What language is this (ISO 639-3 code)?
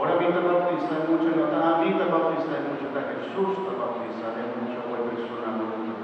pap